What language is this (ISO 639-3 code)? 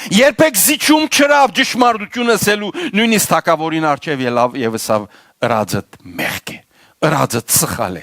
hyw